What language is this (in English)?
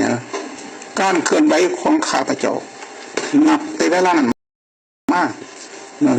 Lao